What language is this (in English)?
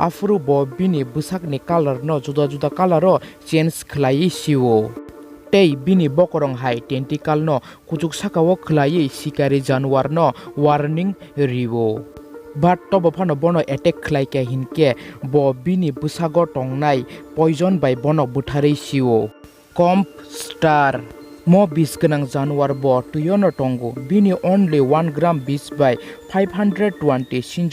Kok Borok